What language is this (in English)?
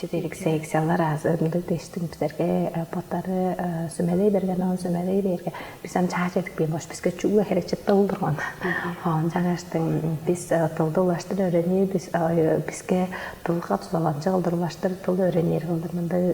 Tuvinian